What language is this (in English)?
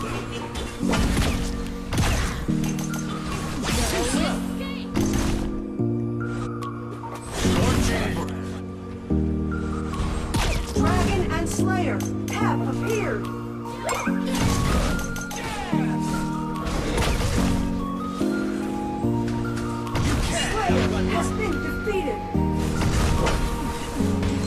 English